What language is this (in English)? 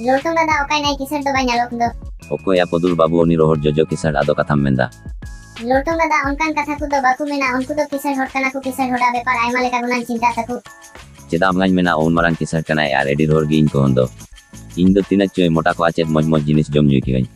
Santali